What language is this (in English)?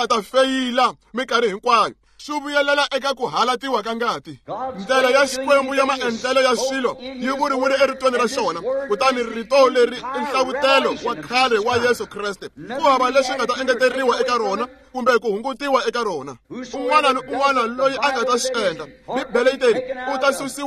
Tsonga